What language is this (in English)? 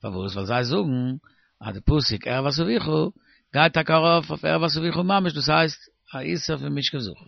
Yiddish